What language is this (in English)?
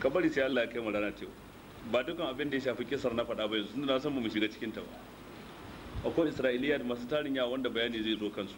Hausa